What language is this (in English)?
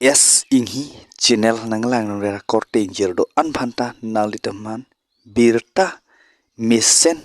Karbi